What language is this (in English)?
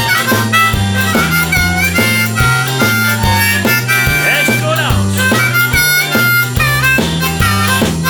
German